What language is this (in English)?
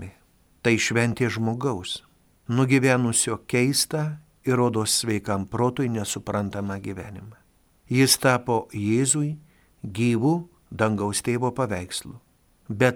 Lithuanian